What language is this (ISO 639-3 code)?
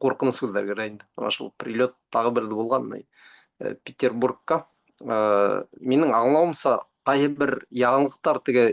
bak